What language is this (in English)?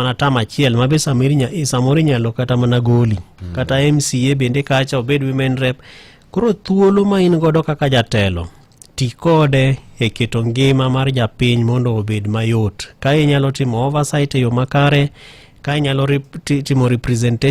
Luo (Kenya and Tanzania)